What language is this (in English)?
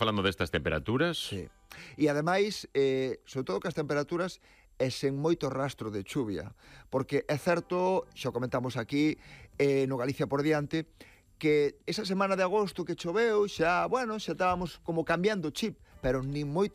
Galician